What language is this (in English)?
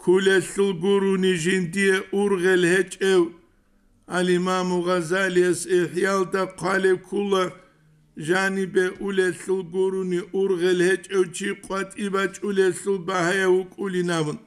Avaric